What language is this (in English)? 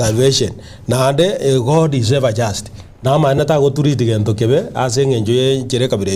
Gusii